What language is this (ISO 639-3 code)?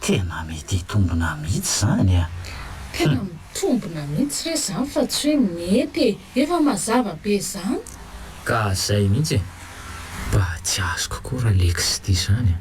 mlg